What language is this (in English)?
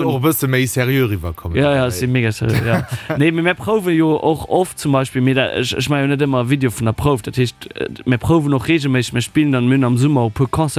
Luxembourgish